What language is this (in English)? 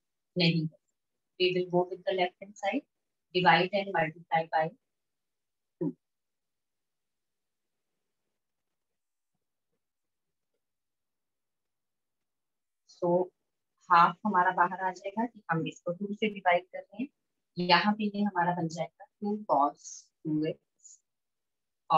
Hindi